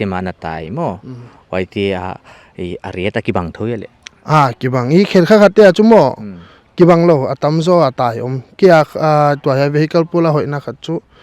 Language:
Paite Chin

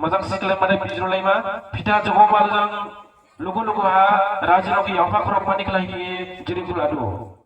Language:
Dimasa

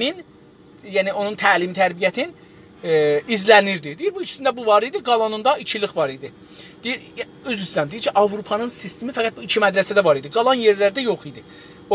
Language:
South Azerbaijani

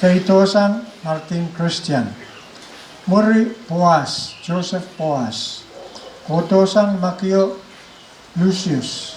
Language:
Pohnpeian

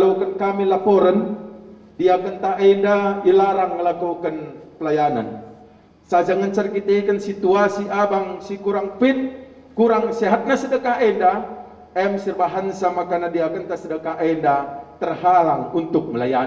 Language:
Batak Karo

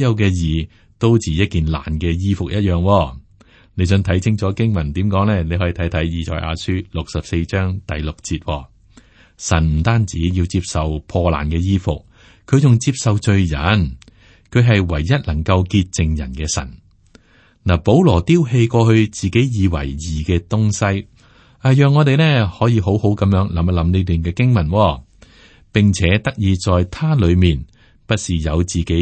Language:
Cantonese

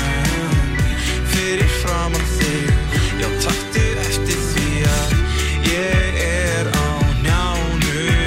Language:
Icelandic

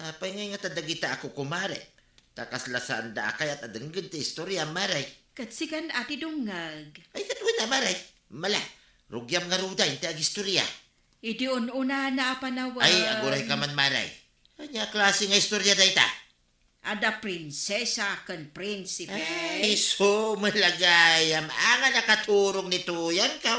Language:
Iloko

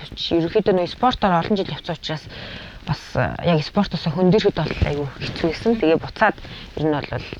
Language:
Mongolian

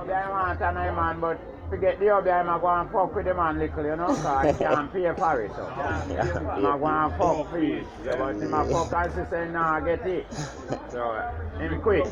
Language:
Jamaican Creole English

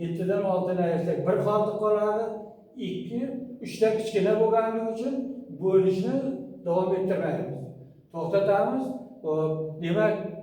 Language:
Uzbek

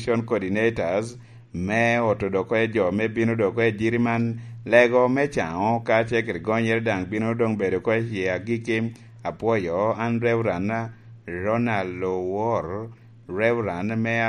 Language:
Lango (Uganda)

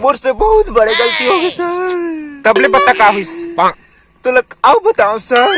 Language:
Chhattisgarhi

